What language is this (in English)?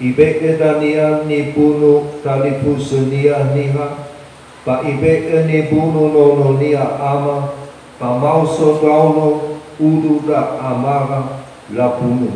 Nias